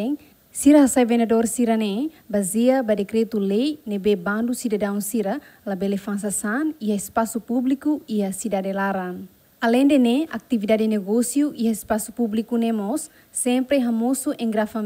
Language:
Tetum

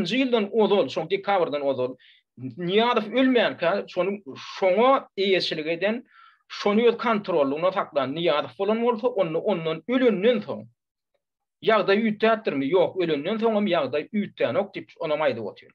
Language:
Turkmen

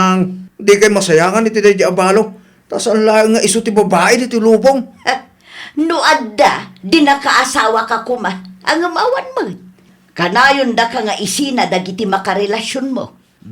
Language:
Iloko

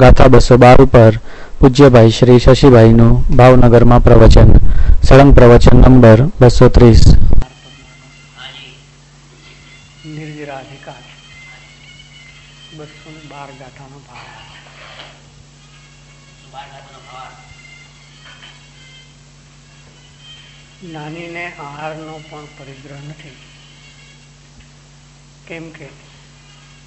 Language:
Gujarati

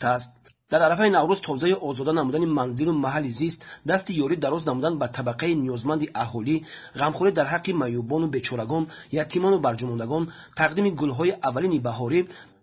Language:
Tajik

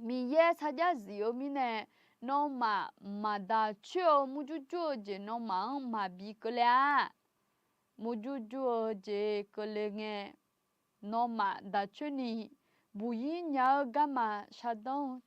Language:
Akha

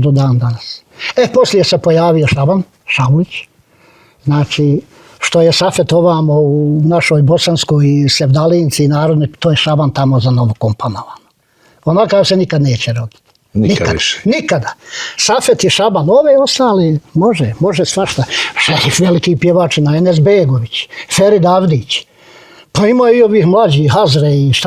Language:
Bosnian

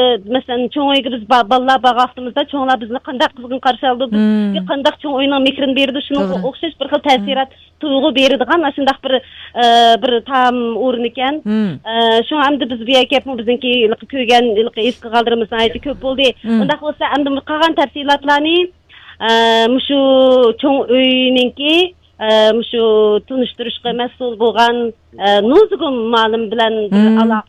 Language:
Uyghur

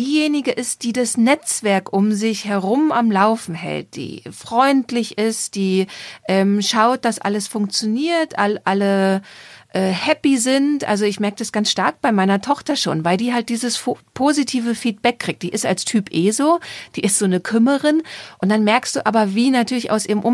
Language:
German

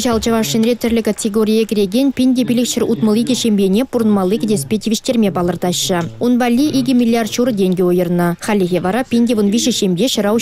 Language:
Chuvash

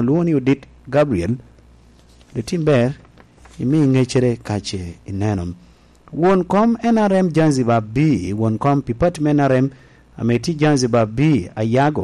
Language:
Lango (Uganda)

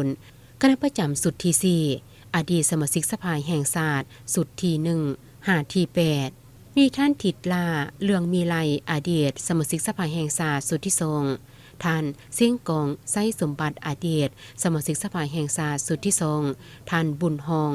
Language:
Lao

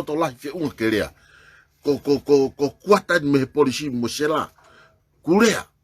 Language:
Tongan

